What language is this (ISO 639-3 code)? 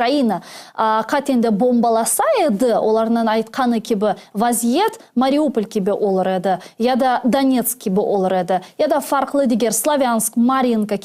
crh